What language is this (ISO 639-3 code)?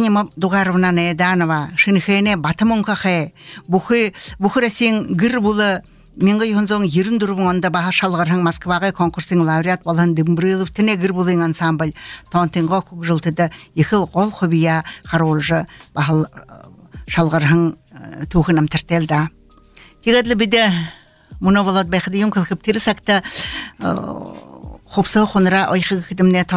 bua